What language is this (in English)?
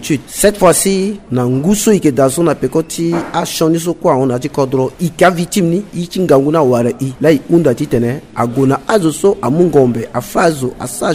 Sango